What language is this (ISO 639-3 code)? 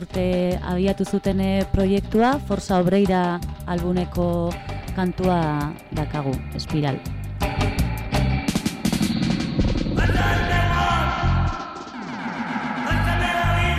eus